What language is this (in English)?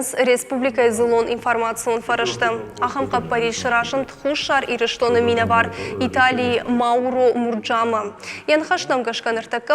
Ossetic